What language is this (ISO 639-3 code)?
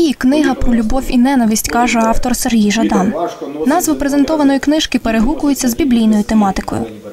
ukr